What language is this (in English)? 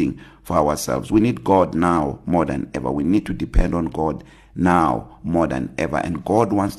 English